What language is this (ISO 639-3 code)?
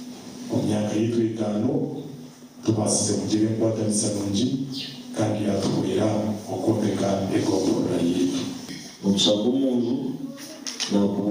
nyn